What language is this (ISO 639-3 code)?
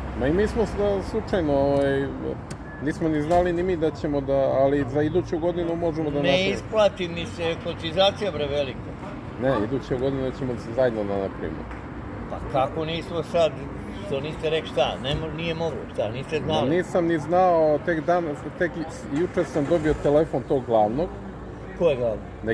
srp